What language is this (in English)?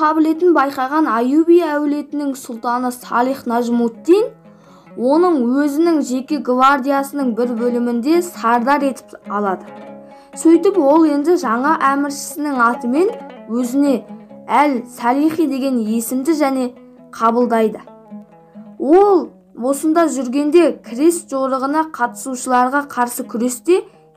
Kazakh